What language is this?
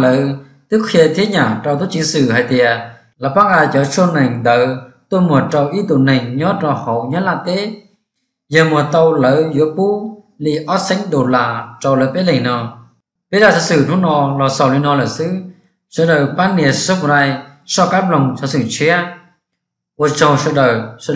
Hmong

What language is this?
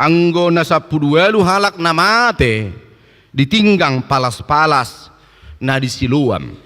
Batak Toba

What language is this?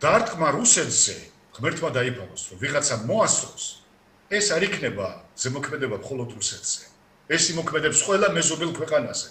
Georgian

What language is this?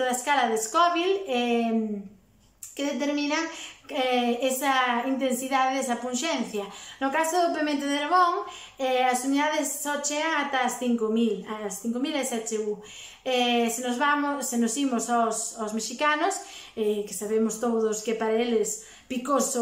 Galician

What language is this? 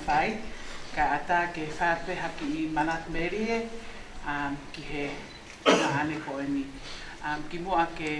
Tongan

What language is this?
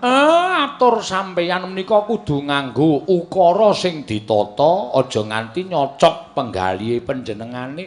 Javanese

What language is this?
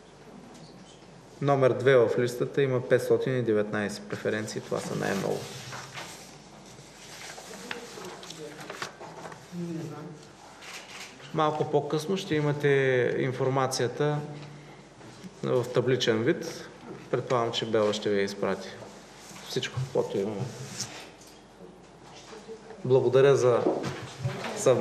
Bulgarian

